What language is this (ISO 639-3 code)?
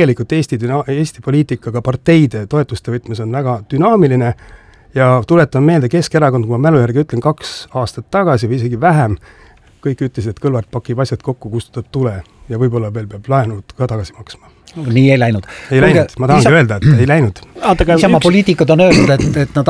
est